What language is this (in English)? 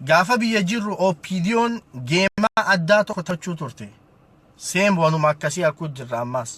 Oromo